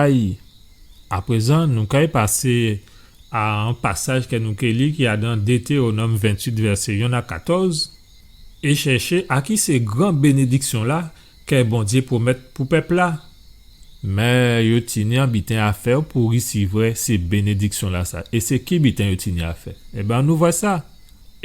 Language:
Guadeloupean Creole French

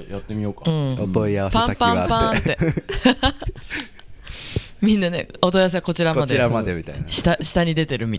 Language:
Japanese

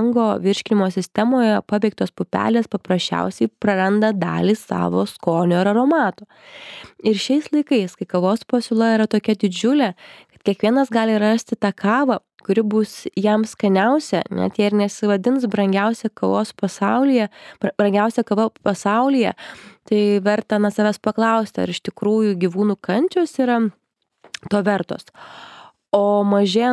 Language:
Lithuanian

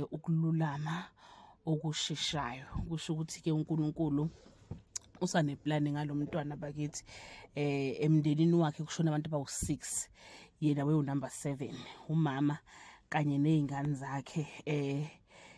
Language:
Zulu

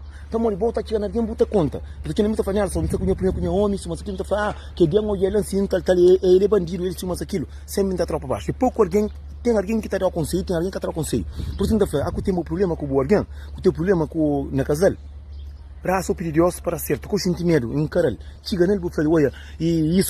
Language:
Kabuverdianu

